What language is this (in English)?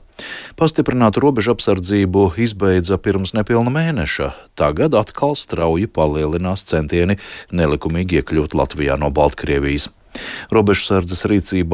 Latvian